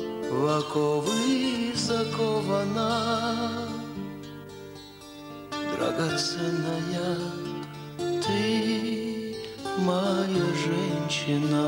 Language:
Russian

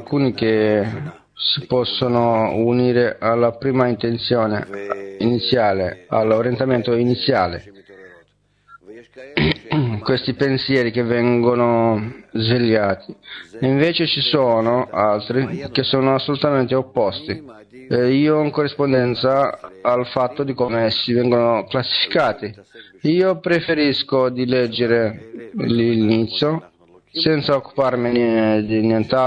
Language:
Italian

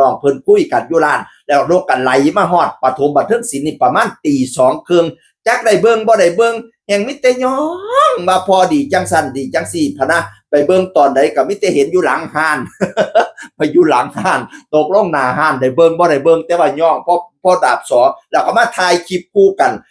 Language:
Northeastern Thai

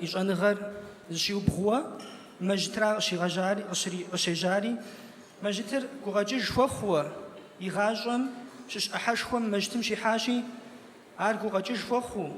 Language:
Kabardian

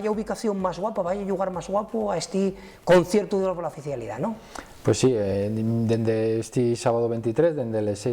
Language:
Asturian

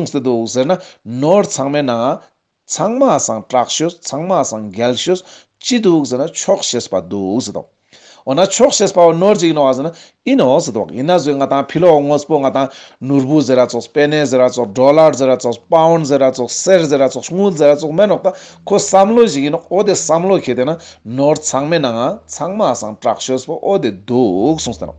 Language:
Ladakhi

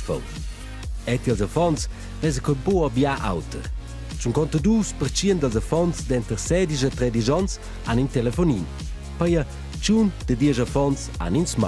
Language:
Romansh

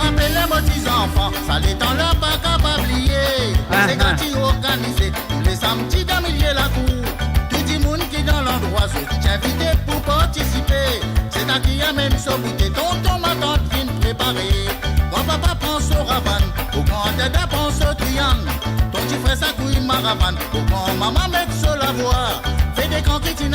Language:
Morisyen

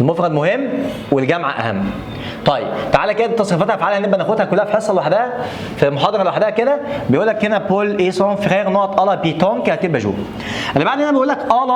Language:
Egyptian Arabic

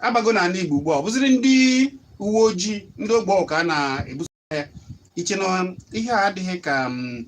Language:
Igbo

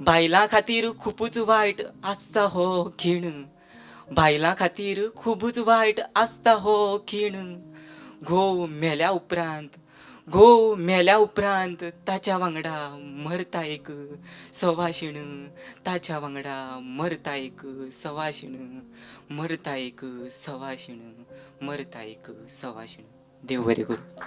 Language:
Konkani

